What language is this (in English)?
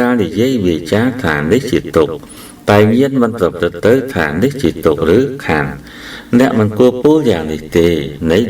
Khmer